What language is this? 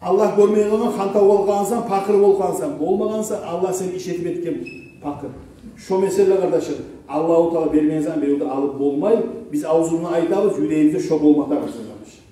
Kumyk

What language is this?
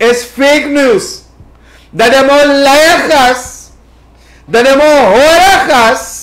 Sranan Tongo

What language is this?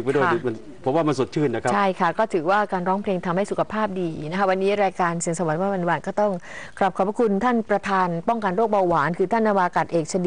Thai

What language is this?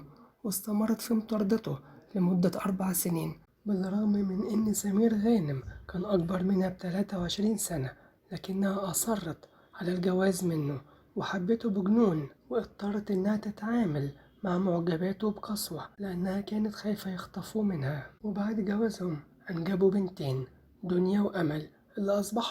Egyptian Arabic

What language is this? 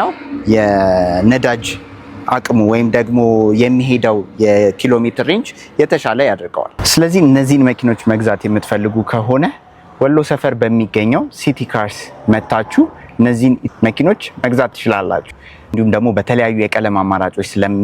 Amharic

